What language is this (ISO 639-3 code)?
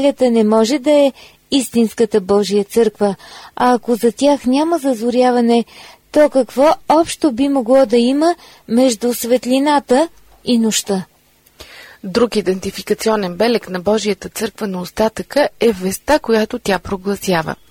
bul